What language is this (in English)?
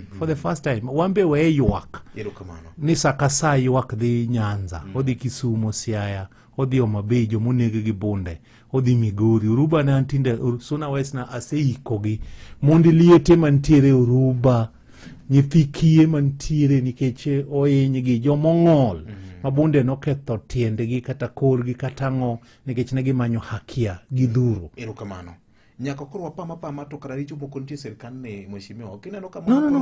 Luo (Kenya and Tanzania)